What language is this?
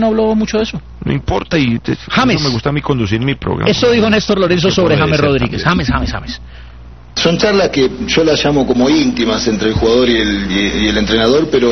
Spanish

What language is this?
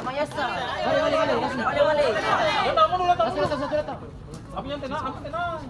Ambonese Malay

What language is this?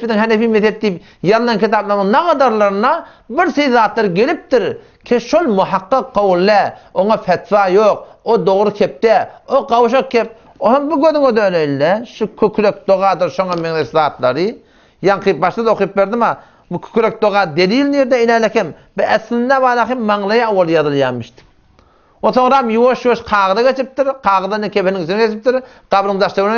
Turkmen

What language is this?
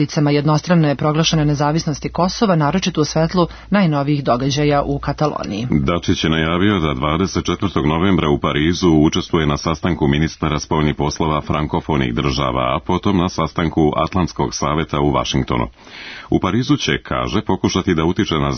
Serbian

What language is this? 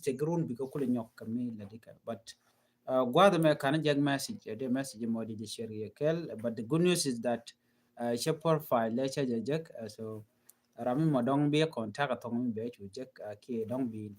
Nuer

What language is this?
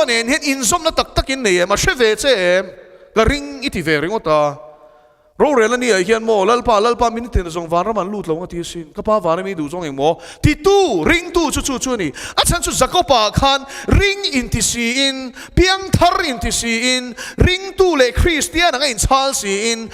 Mizo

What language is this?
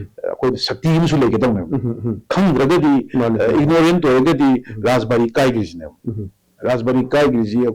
Manipuri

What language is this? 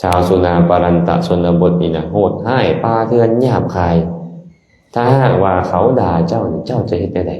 Lao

